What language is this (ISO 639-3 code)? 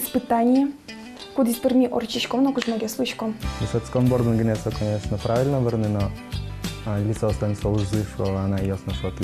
udm